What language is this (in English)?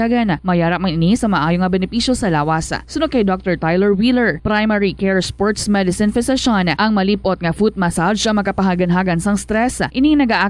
Hiligaynon